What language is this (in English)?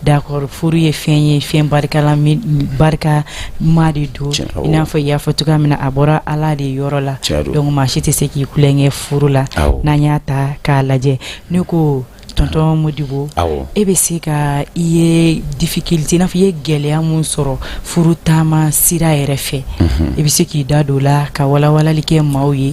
Bambara